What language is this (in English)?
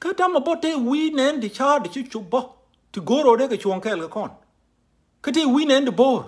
Nuer